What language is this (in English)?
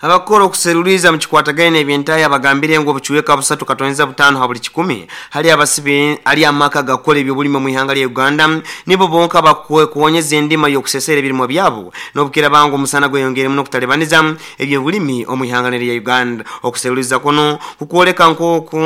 Nyoro